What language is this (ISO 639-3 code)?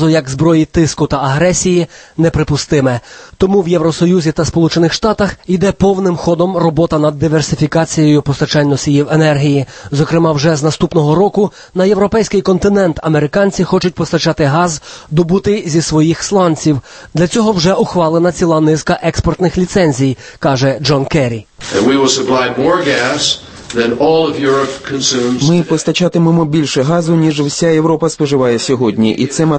ukr